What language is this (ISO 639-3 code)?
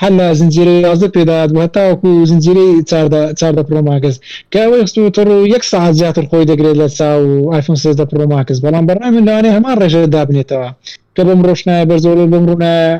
ckb